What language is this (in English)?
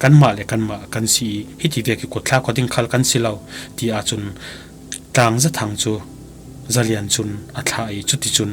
Falam Chin